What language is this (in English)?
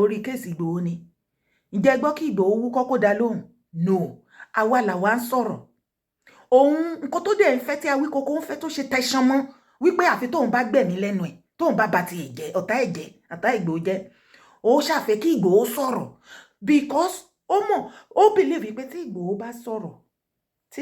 Yoruba